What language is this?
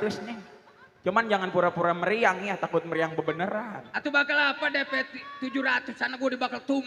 Betawi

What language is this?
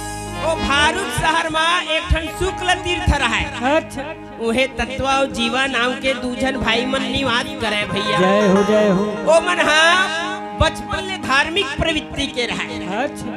Chhattisgarhi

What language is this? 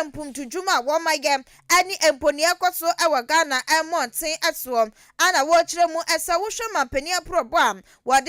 Akan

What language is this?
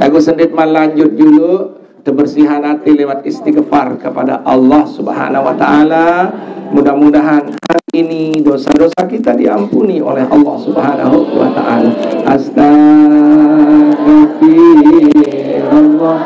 Sasak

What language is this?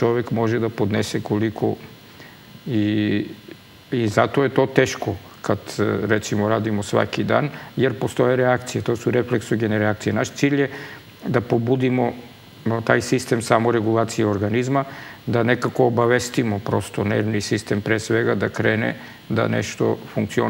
Serbian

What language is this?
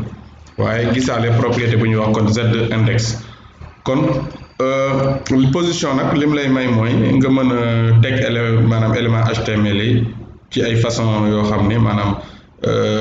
Wolof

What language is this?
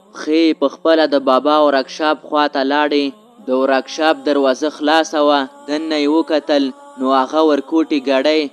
Pashto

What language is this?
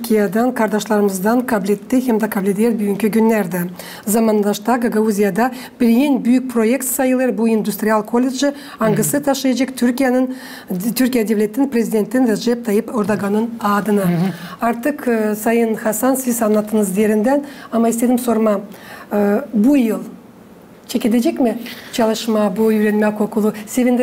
Gagauz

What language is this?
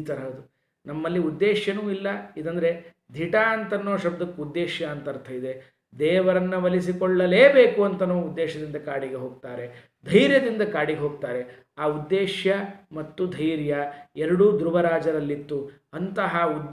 Kannada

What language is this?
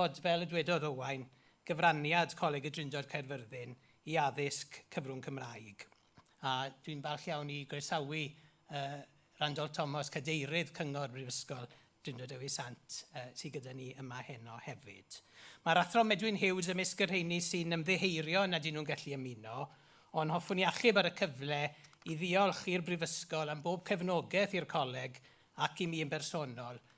Welsh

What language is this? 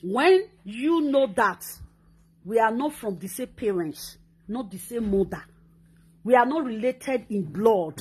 Nigerian Pidgin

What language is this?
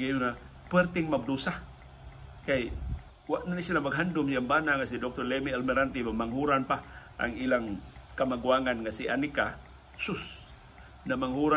Cebuano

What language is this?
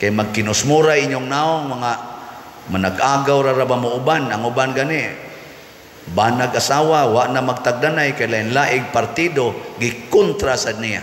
Cebuano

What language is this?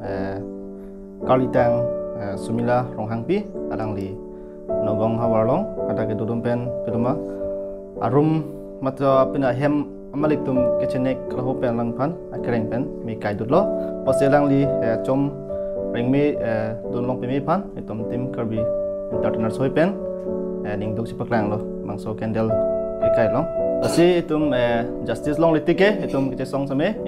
Karbi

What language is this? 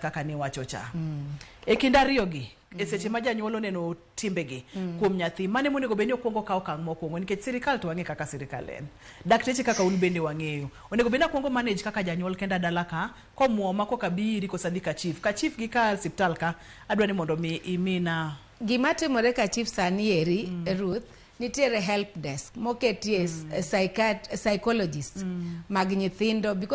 Luo (Kenya and Tanzania)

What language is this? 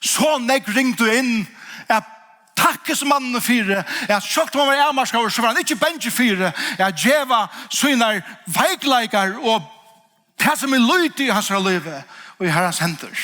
Faroese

